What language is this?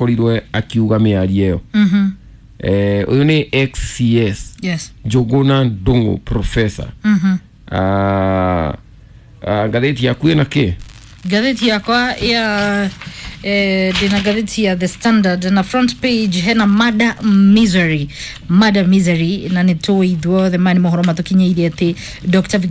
Kikuyu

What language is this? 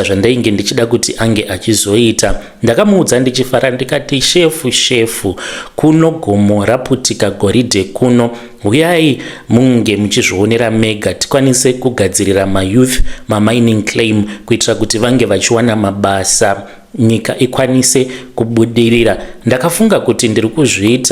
Shona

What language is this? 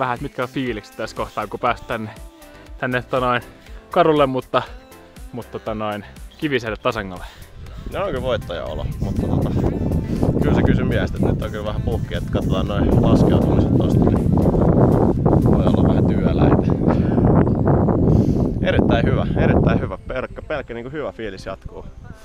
Finnish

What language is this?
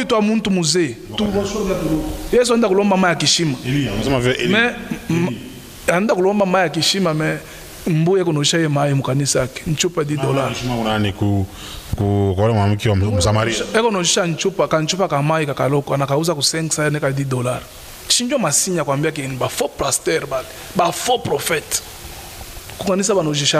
Swahili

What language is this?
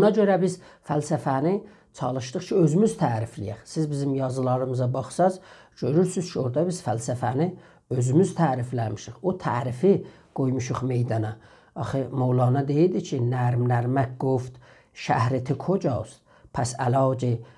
South Azerbaijani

